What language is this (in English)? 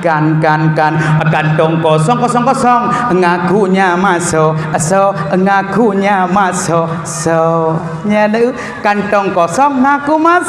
Achinese